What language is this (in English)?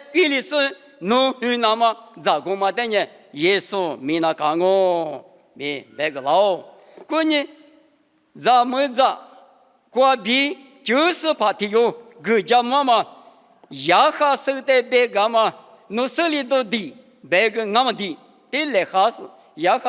Lisu